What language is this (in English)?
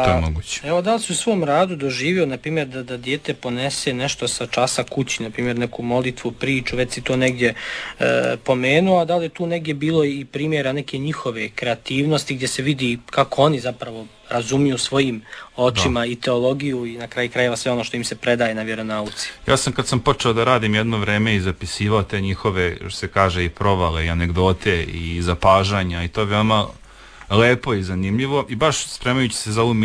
Serbian